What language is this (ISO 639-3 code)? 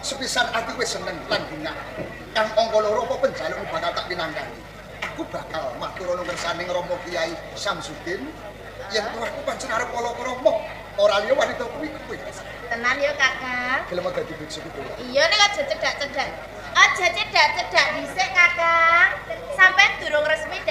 jav